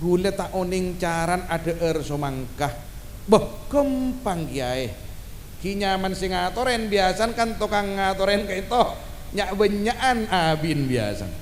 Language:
Madurese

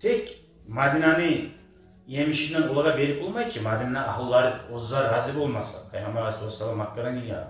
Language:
Kumyk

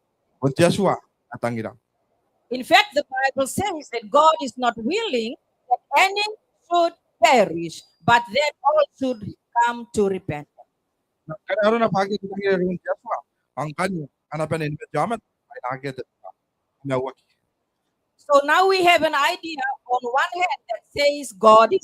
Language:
Gilbertese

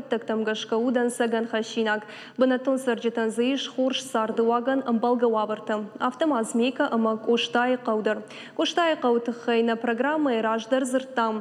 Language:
Ossetic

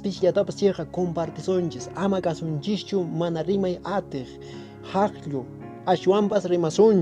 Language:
Quechua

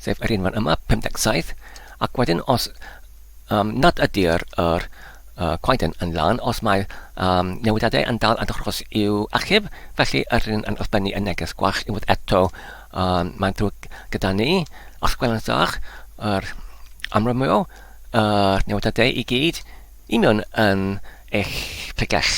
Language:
Welsh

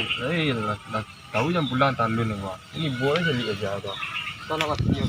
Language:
Minangkabau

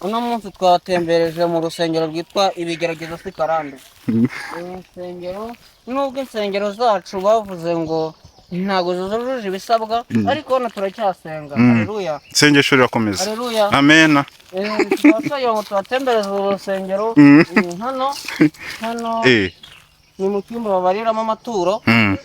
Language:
Kinyarwanda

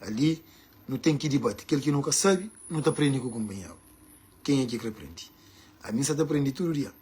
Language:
Kabuverdianu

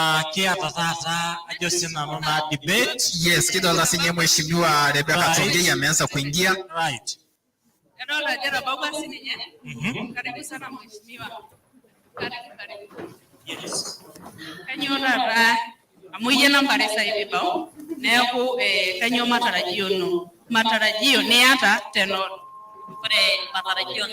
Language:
Masai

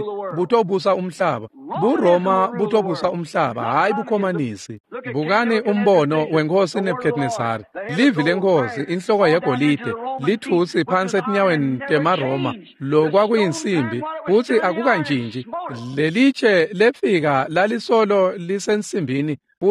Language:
Swati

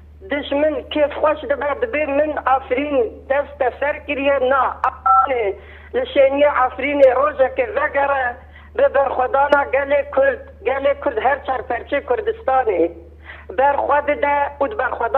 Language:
Kurdish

